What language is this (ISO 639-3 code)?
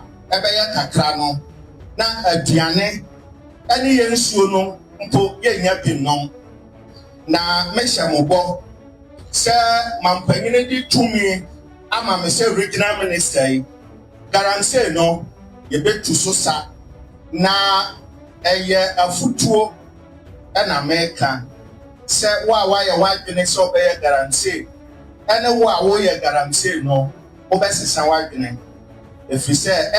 aka